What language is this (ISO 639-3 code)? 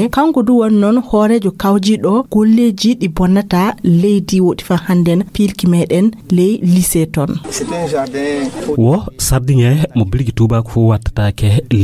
ful